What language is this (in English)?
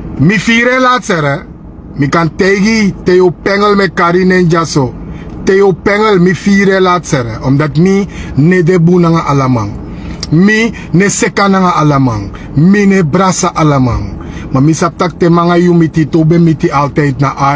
Sranan Tongo